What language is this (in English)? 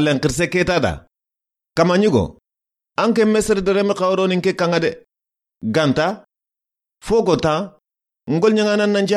Soninke